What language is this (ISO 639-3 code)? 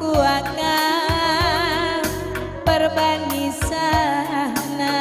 btx